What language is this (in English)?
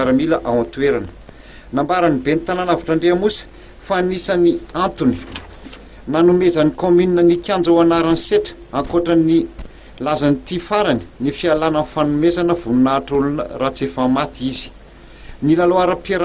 Malagasy